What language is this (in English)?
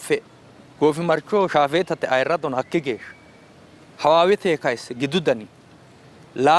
Sidamo